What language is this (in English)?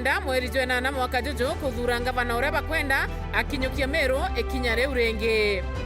Meru